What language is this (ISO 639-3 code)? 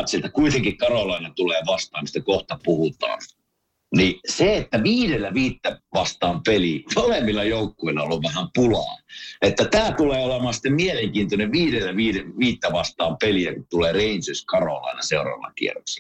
fin